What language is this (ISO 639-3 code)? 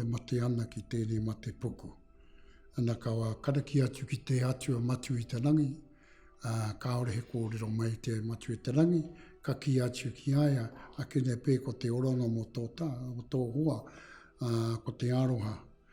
mri